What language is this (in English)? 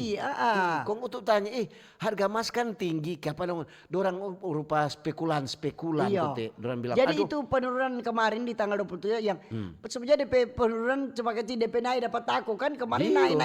Manado Malay